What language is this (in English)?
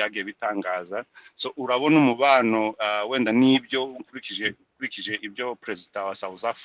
Kinyarwanda